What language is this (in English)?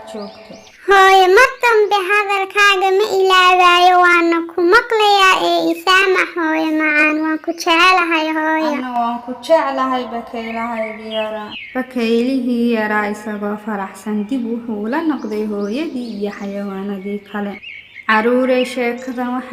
Somali